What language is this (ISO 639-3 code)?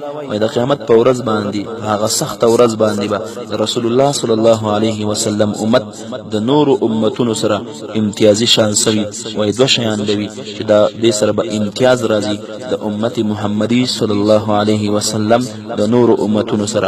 pus